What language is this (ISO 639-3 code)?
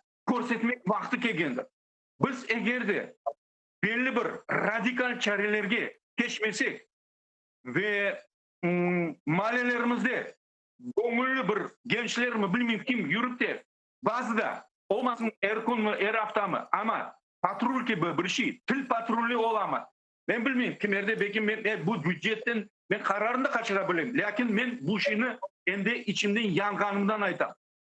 crh